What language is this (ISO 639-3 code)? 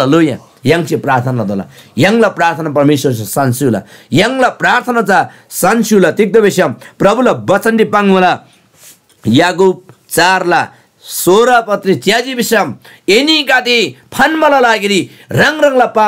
taj